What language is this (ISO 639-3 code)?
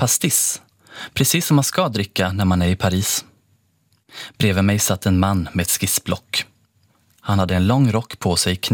swe